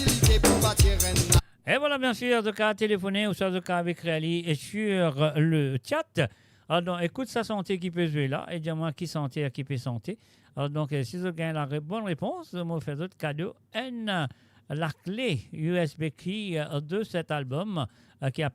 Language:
Morisyen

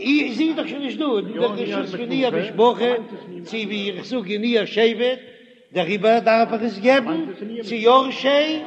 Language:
Yiddish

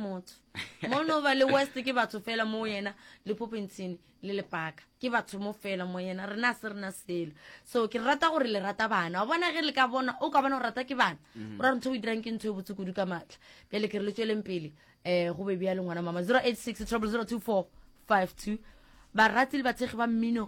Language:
Northern Sotho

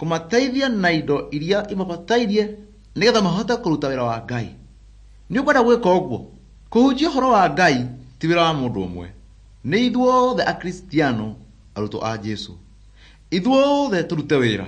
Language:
Kikuyu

